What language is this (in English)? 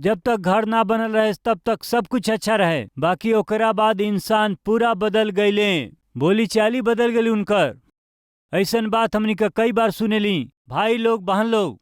Bhojpuri